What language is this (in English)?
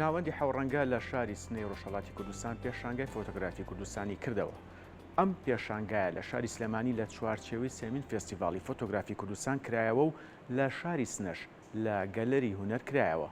Central Kurdish